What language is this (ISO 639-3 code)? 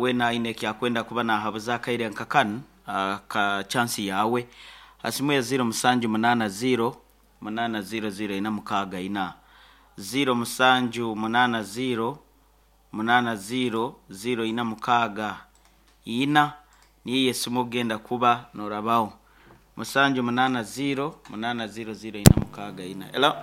nyn